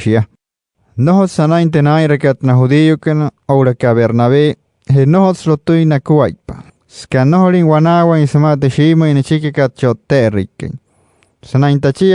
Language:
Wayuu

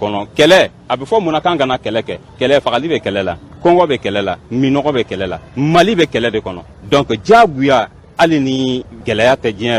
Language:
Bambara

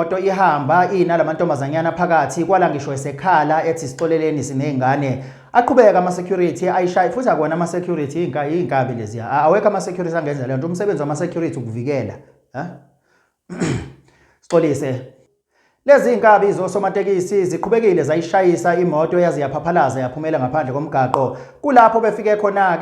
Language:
Zulu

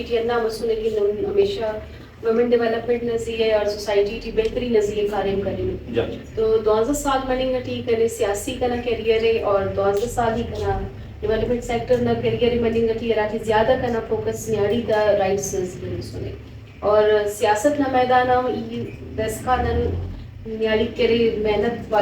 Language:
Brahui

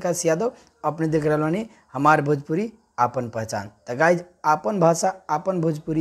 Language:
Bhojpuri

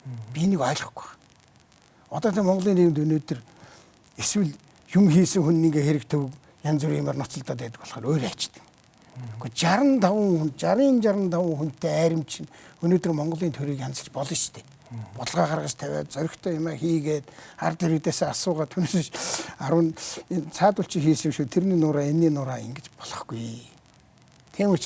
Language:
Mongolian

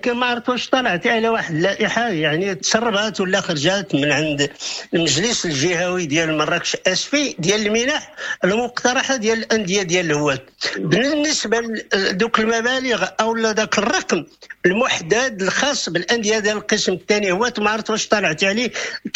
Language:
Moroccan Arabic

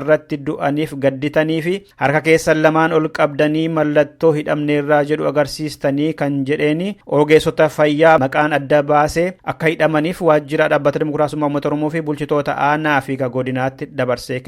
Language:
Oromo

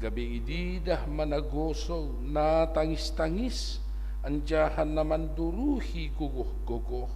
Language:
Batak Simalungun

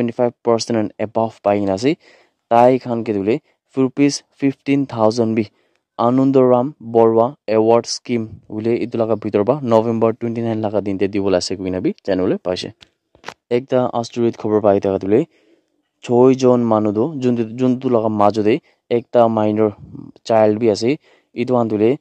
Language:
Naga Pidgin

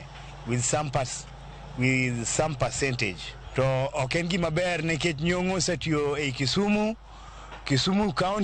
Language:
Luo (Kenya and Tanzania)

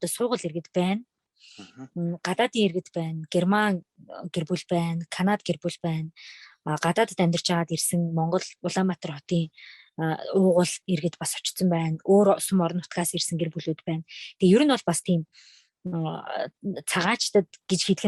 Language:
Mongolian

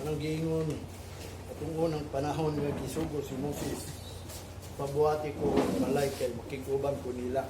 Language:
Cebuano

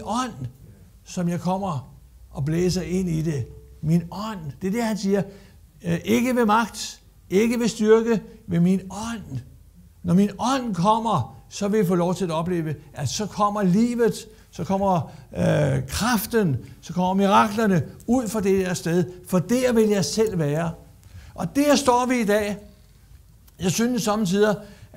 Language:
Danish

